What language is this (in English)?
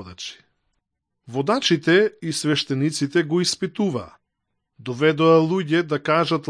Macedonian